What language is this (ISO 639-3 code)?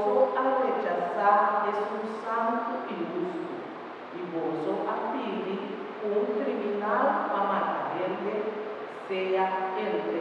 pap